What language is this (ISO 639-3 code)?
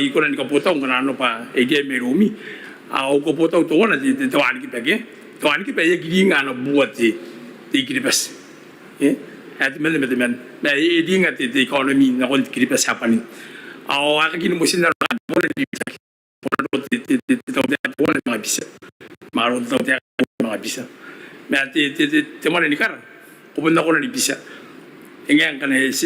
gil